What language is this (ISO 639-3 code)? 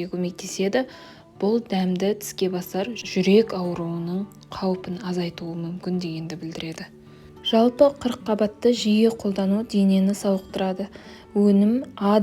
kaz